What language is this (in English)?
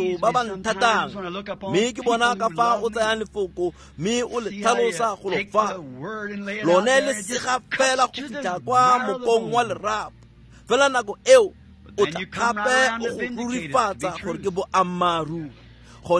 Tswana